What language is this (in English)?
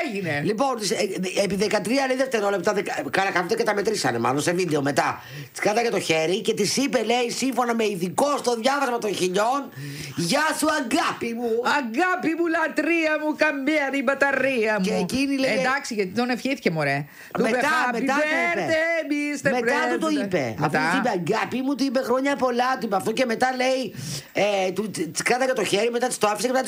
Greek